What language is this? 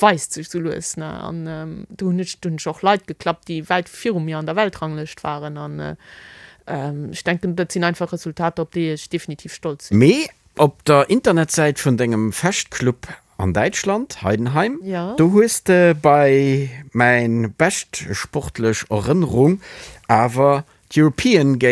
Luxembourgish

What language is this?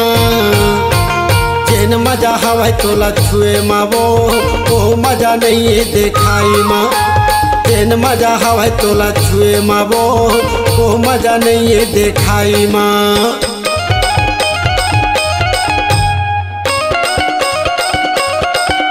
Chhattisgarhi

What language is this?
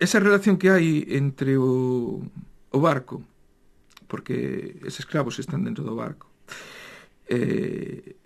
Galician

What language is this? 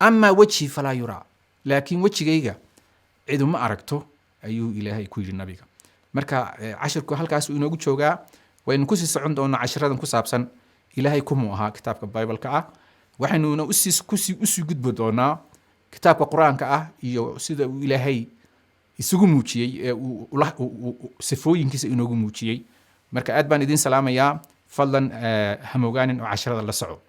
Somali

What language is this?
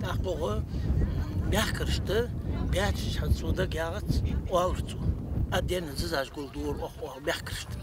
Ingush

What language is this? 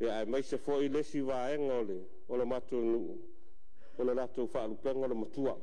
Samoan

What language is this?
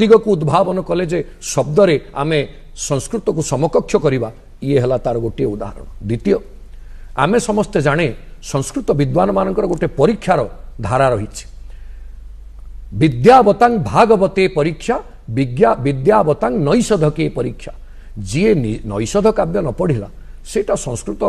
Odia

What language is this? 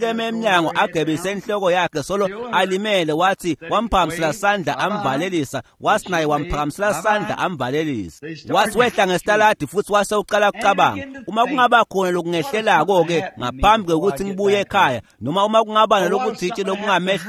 Swati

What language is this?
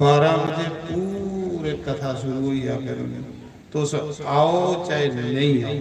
Dogri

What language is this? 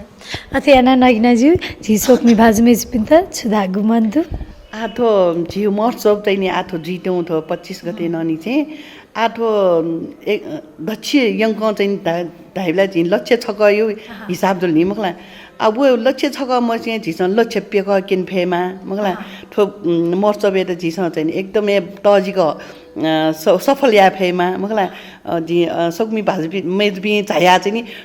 Newari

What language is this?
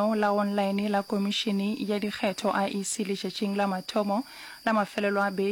Northern Sotho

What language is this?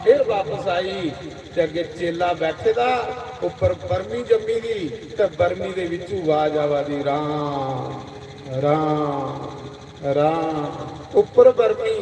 Dogri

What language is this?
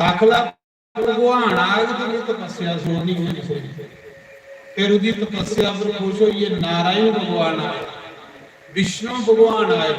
Dogri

